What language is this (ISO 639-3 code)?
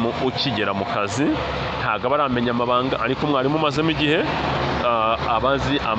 kin